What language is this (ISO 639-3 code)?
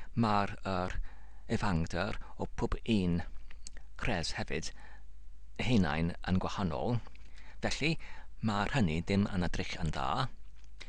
cym